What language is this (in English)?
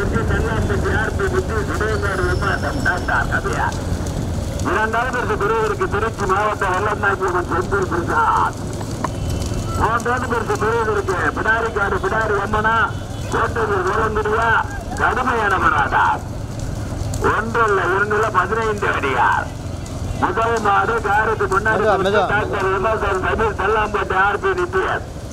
Tamil